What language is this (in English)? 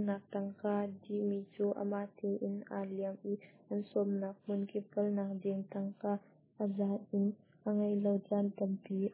Hakha Chin